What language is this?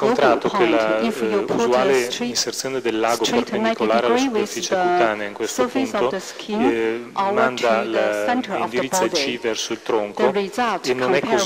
Italian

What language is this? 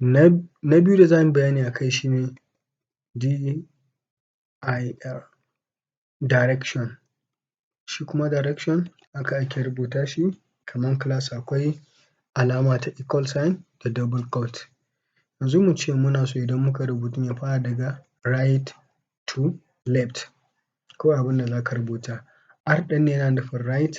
Hausa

